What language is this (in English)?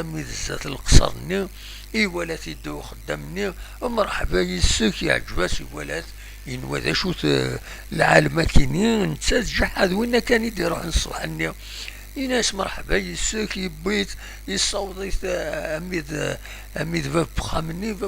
Kabyle